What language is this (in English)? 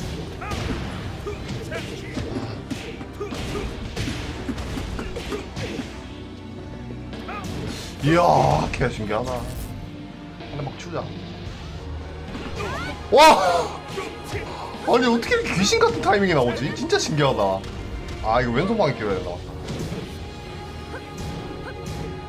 Korean